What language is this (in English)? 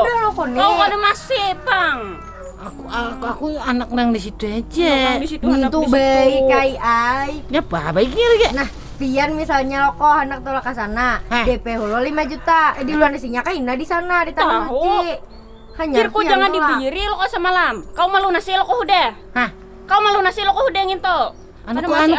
Banjar